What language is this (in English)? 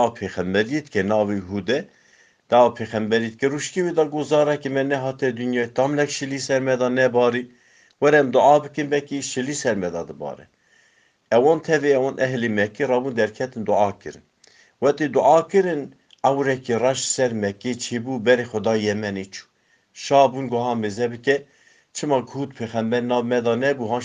Kurdish